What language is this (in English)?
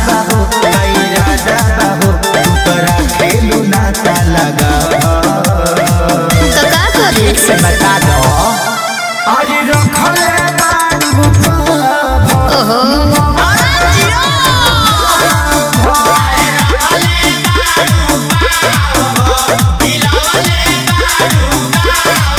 Bhojpuri